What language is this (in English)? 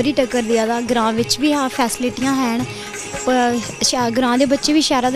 Dogri